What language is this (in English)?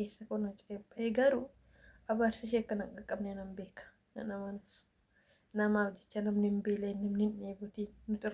Oromo